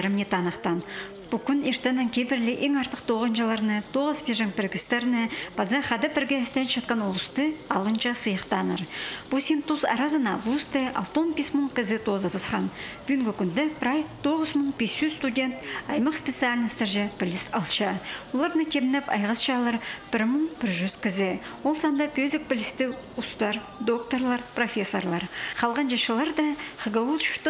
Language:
Khakas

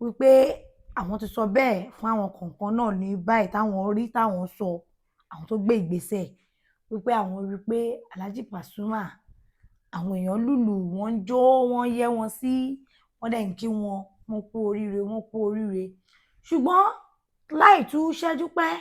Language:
Yoruba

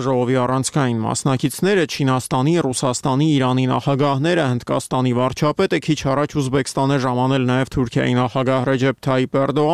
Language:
Armenian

